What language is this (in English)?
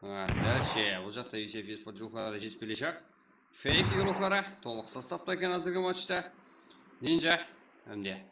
Kara-Kalpak